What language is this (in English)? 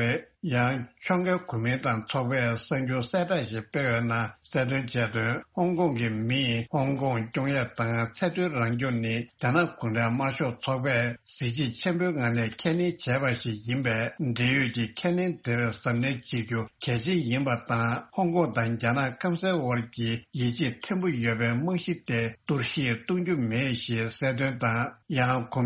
Tibetan